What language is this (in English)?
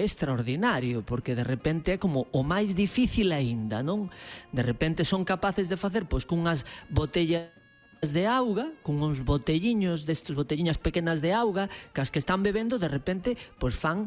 Galician